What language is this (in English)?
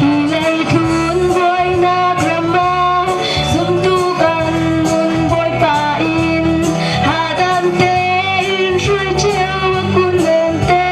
Falam Chin